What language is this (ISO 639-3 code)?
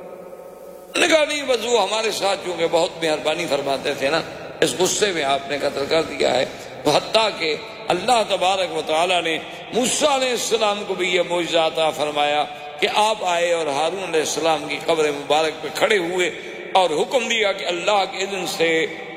urd